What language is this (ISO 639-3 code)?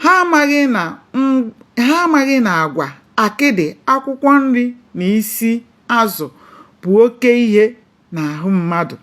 ibo